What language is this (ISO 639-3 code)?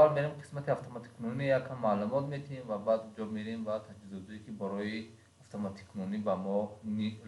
tgk